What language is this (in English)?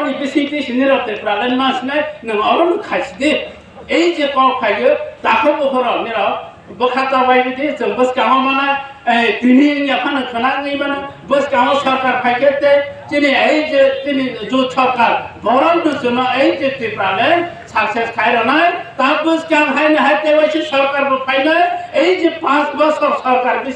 Kok Borok